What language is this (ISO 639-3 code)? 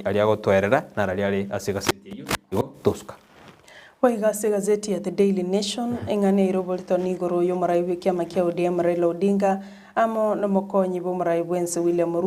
guz